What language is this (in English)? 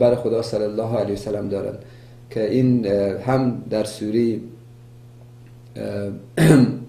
Persian